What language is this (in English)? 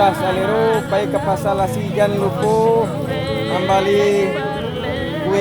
Minangkabau